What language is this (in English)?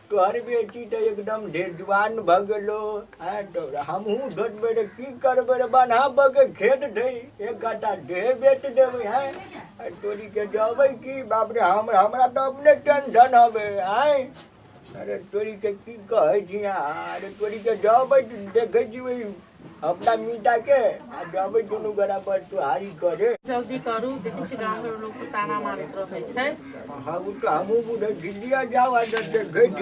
Maithili